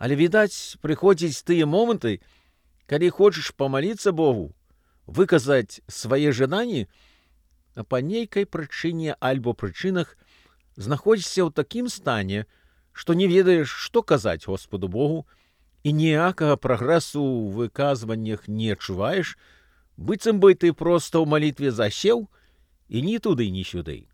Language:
Belarusian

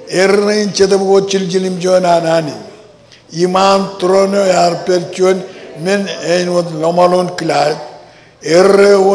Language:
Marshallese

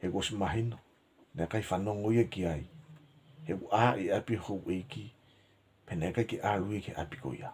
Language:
Tongan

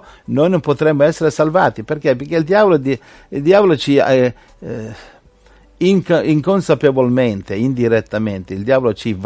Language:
Italian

